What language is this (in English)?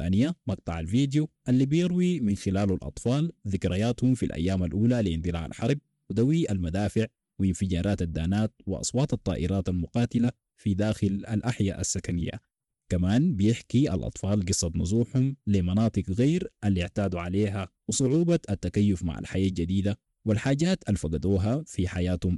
Sudanese Arabic